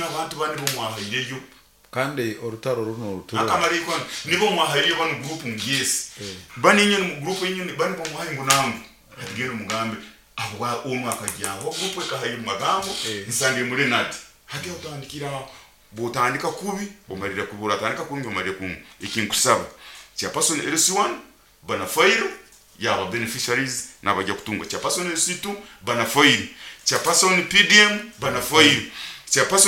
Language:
Nyoro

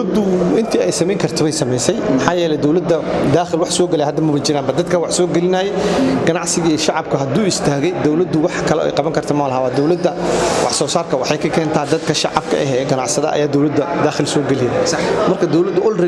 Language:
Somali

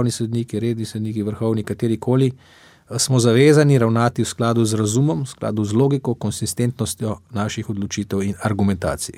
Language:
Slovenian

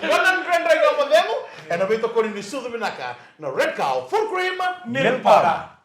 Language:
Fijian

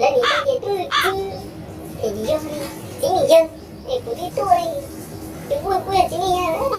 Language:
Hmong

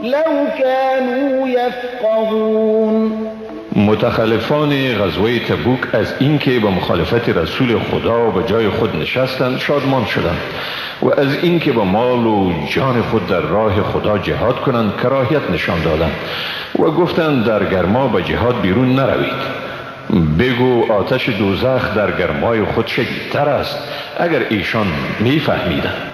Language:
Persian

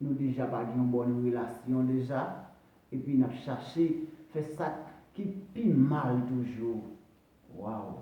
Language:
Haitian Creole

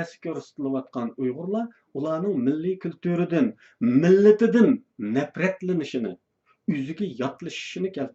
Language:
Uyghur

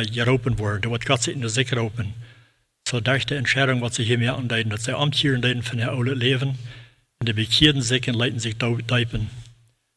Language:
Plautdietsch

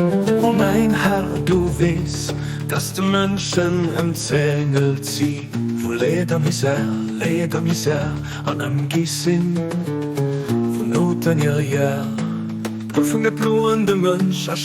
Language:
Luxembourgish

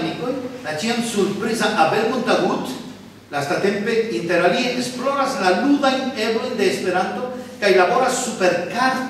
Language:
Esperanto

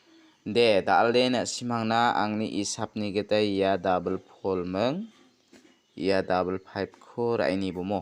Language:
Garo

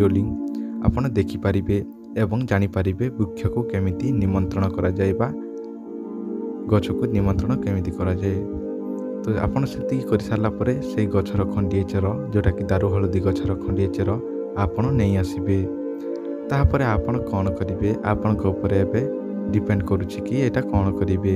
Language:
Odia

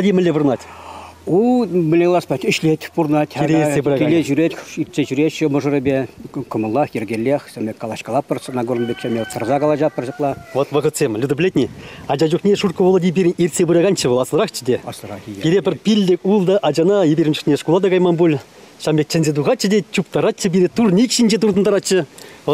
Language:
Chuvash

